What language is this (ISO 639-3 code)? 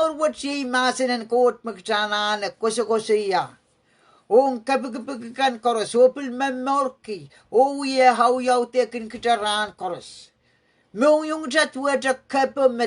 pon